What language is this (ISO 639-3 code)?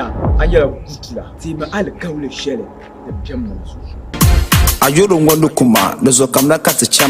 dag